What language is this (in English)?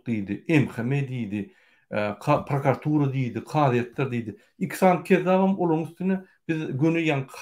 Turkmen